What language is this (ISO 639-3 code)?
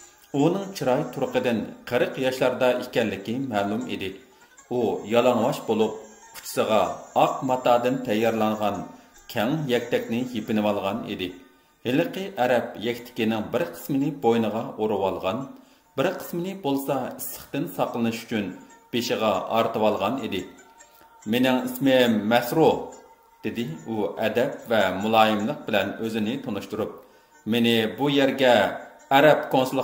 uig